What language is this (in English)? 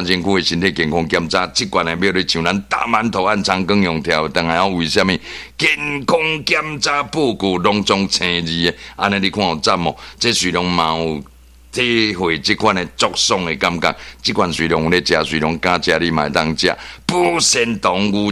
Min Nan Chinese